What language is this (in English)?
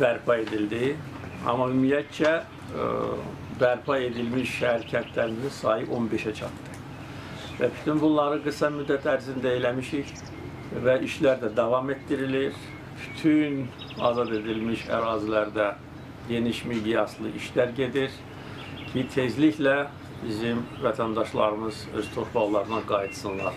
Azerbaijani